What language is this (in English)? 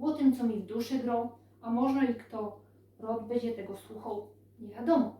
Silesian